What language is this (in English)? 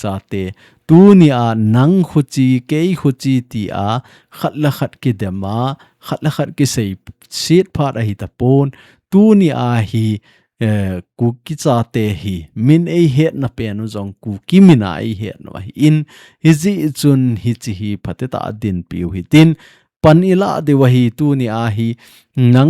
Thado Chin